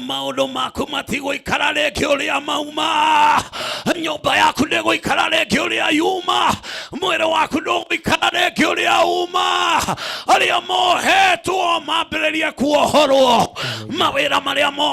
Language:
Kikuyu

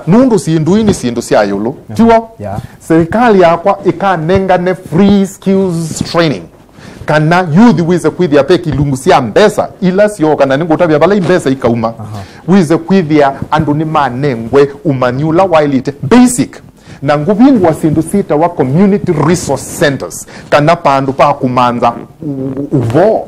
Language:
Kamba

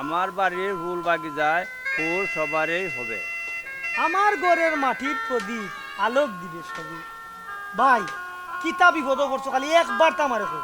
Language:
Sylheti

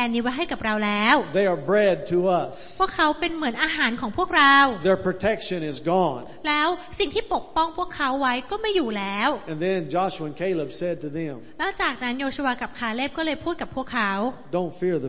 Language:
Thai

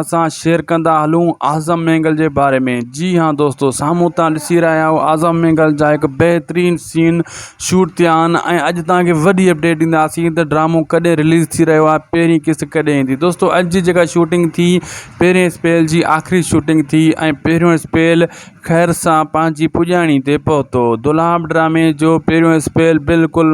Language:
Sindhi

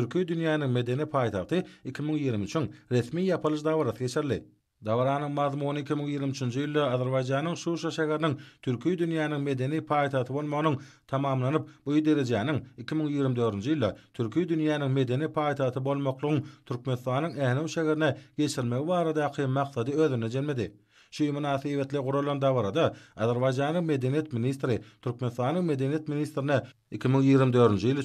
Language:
Turkmen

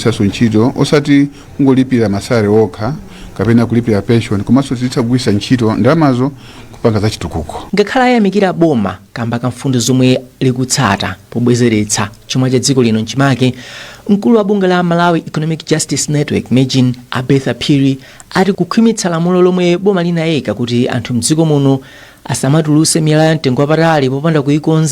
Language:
Nyanja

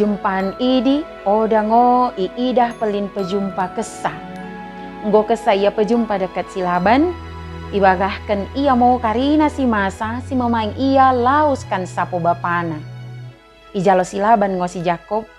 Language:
Batak Dairi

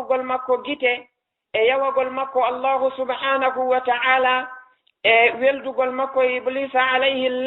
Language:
Fula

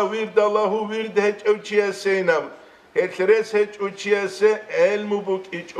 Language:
Avaric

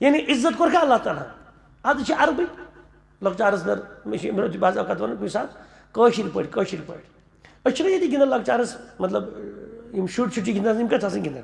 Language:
Kashmiri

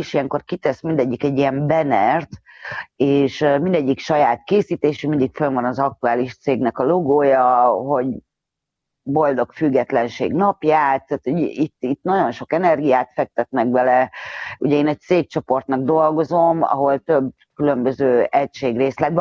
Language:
Hungarian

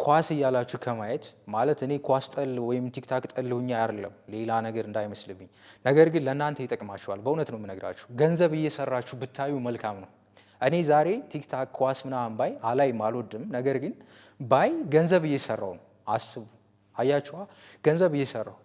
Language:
Amharic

